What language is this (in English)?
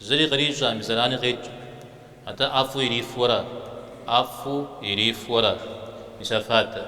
Kabardian